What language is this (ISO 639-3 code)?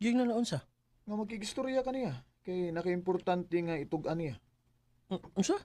ceb